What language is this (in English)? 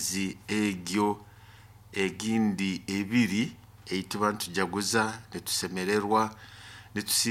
Nyoro